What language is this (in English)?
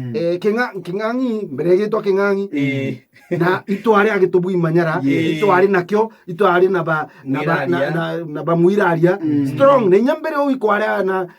Meru